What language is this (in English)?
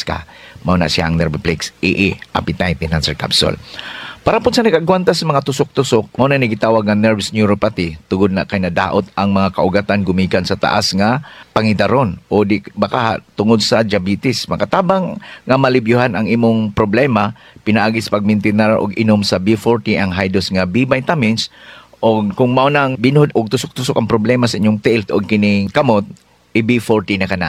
Cebuano